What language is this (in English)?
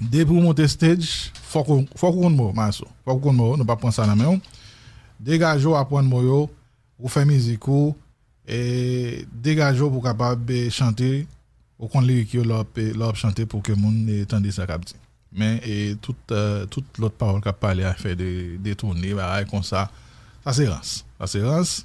Haitian Creole